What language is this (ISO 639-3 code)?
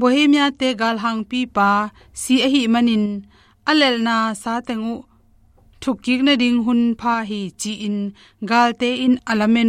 ctd